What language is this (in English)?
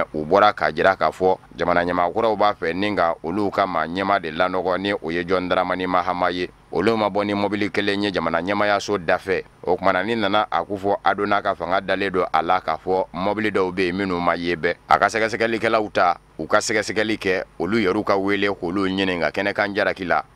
Bambara